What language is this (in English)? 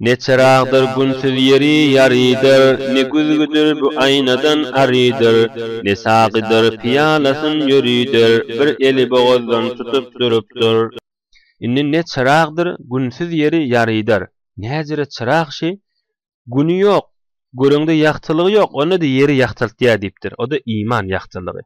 Turkmen